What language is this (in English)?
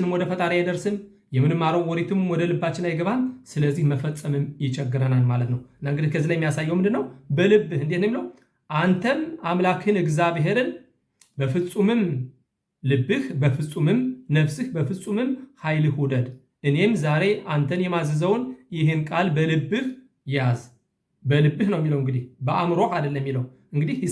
Amharic